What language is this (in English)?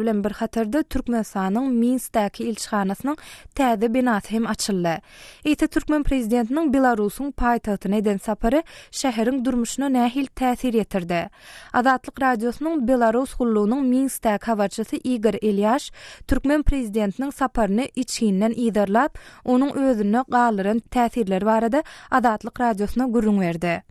Turkmen